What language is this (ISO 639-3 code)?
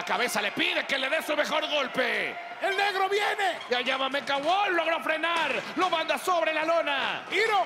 spa